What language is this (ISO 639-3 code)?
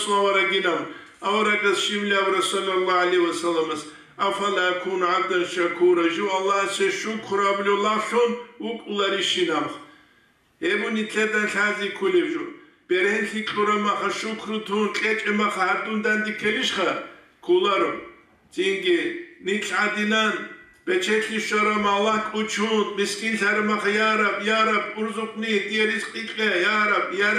ava